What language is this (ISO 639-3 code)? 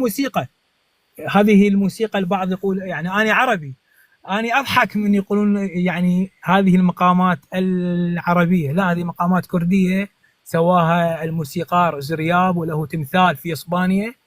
apc